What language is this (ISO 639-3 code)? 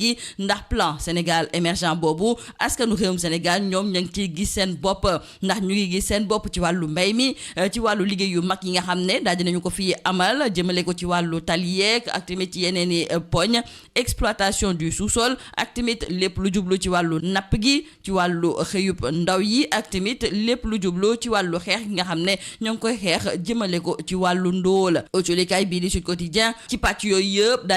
wol